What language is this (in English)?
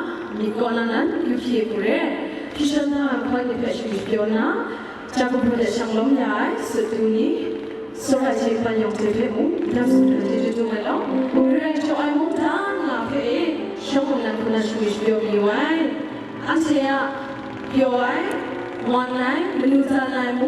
Kachin